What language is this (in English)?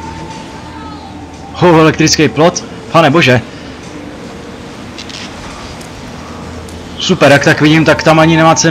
Czech